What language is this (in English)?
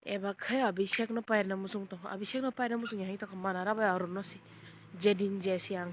Kok Borok